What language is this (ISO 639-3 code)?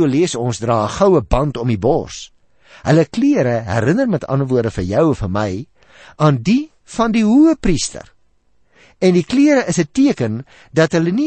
afr